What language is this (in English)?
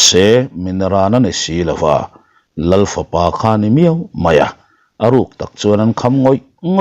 Mizo